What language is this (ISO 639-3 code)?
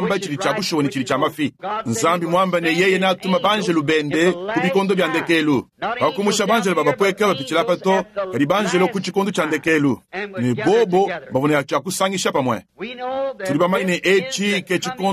lua